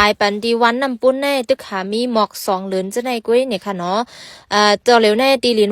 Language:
Shan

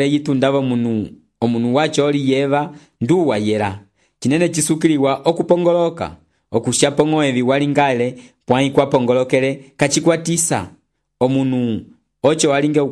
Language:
Umbundu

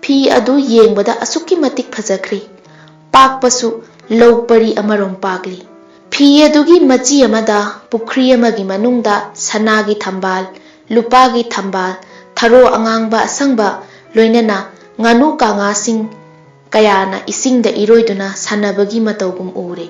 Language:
Manipuri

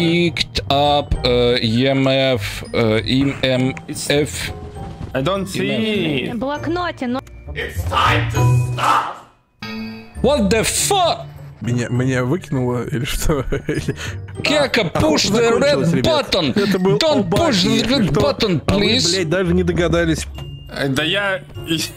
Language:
Russian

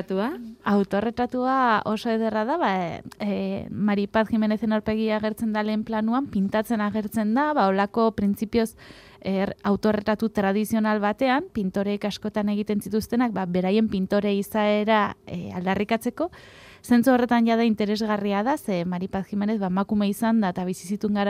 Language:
Basque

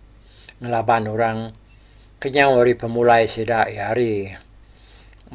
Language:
Iban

